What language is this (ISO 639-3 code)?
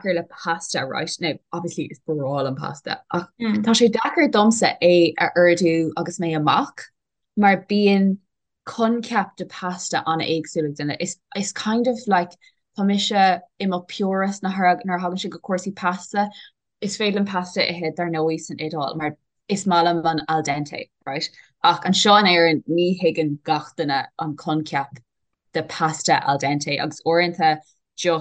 gle